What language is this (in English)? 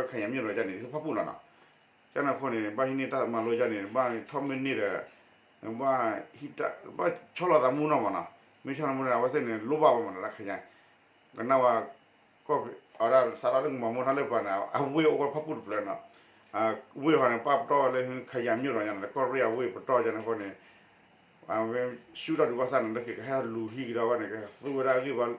S'gaw Karen